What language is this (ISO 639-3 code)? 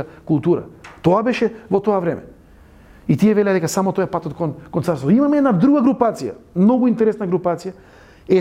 mkd